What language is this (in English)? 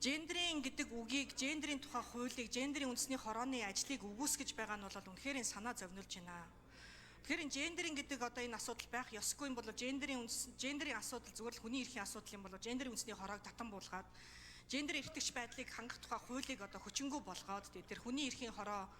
Mongolian